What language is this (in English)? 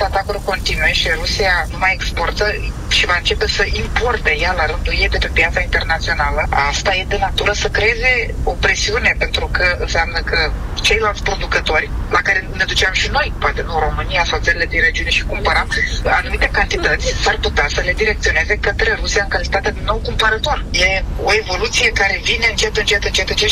Romanian